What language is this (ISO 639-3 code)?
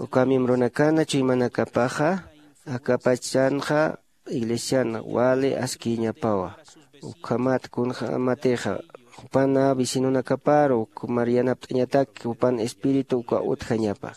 aym